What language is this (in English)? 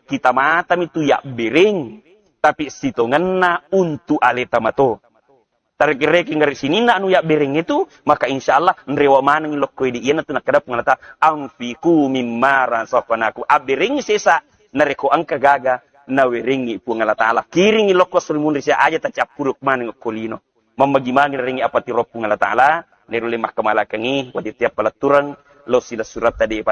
Buginese